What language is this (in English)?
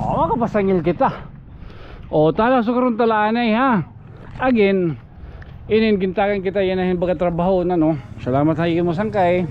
Waray